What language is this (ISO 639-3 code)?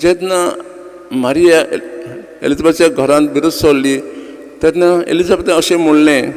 kok